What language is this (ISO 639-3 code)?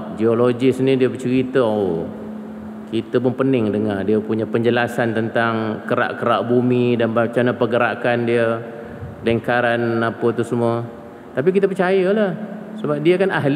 msa